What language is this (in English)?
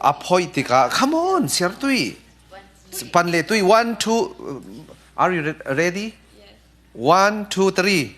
Falam Chin